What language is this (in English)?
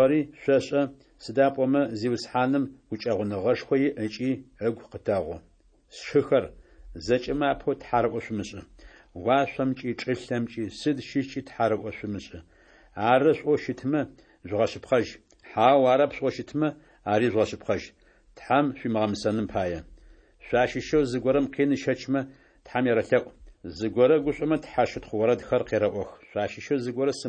Adyghe